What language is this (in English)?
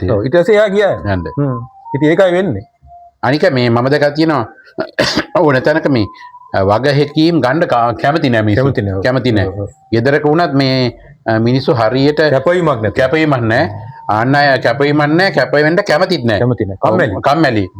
Sinhala